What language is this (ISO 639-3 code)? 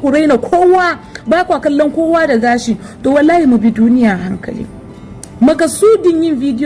hau